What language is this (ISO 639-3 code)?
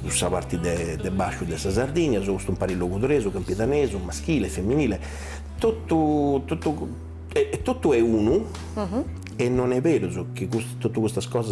srd